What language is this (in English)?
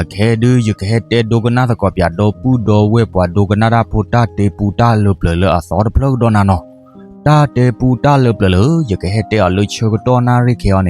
S'gaw Karen